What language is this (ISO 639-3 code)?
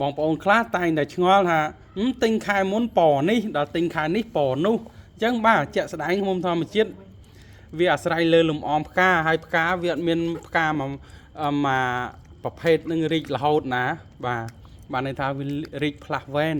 khm